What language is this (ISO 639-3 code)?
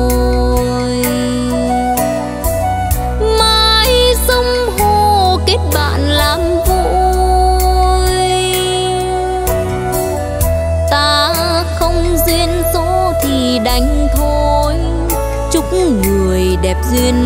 vie